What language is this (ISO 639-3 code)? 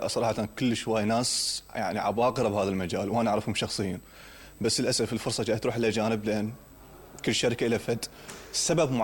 acm